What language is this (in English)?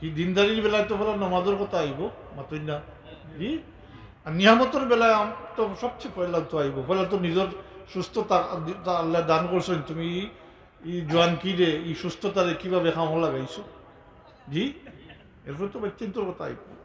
Sylheti